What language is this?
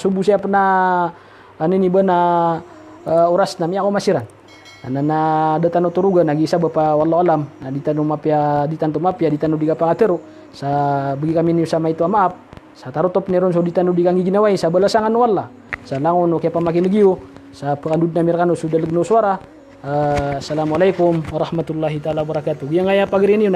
Maranao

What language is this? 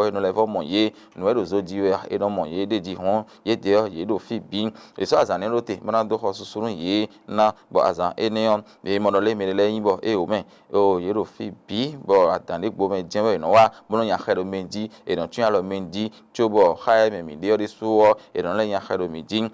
Fon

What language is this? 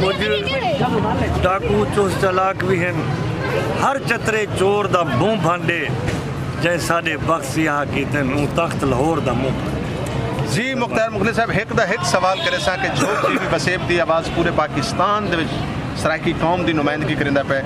Saraiki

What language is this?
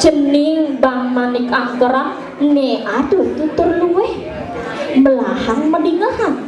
Balinese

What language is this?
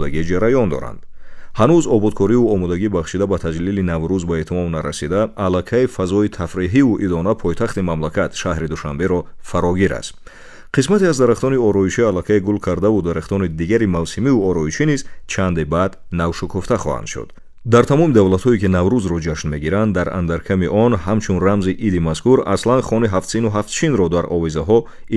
Tajik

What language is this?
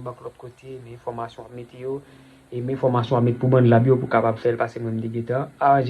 Haitian Creole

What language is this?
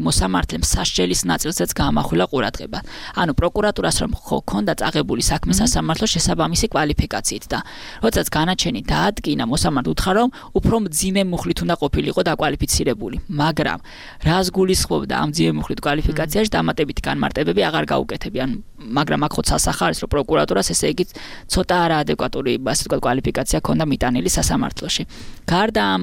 Georgian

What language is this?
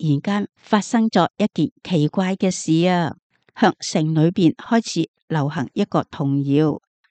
Cantonese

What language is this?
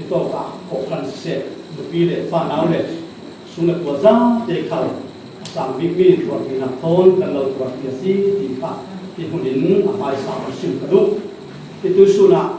Falam Chin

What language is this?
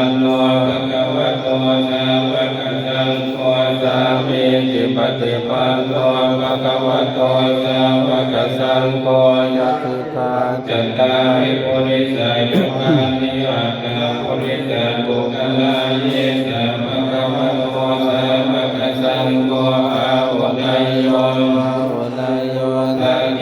Pali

